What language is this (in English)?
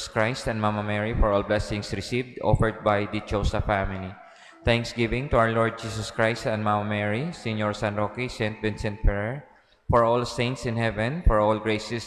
Cebuano